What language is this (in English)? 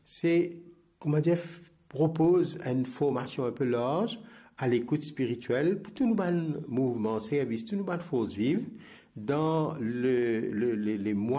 Morisyen